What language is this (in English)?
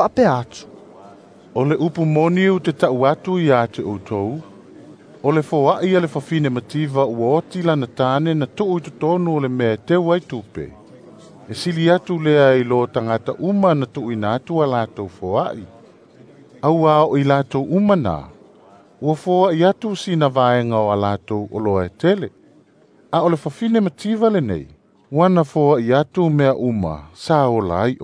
Samoan